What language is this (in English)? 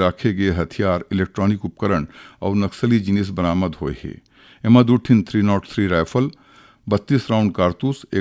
Chhattisgarhi